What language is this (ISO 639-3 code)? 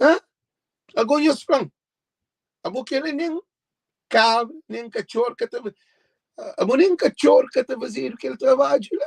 kea